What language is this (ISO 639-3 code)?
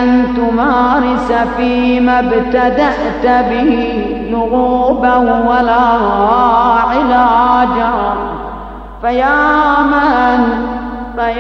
ara